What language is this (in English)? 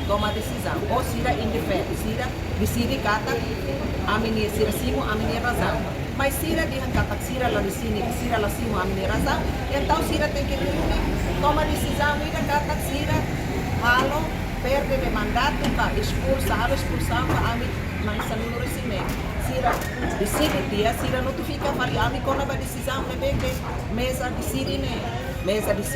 Tetum